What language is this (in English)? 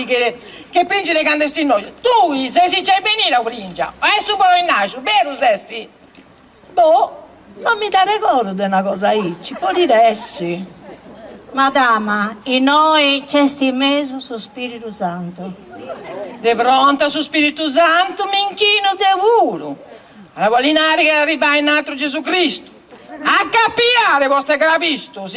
Sardinian